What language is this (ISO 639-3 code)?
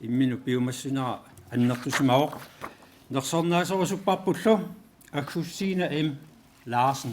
kal